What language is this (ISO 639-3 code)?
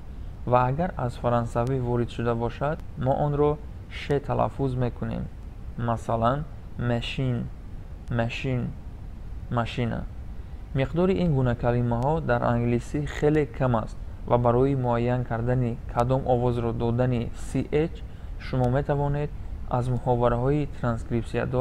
tgk